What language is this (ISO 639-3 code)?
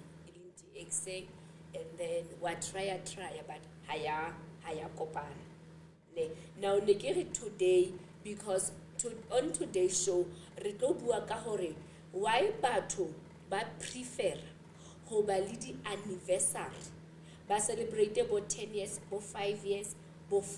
sot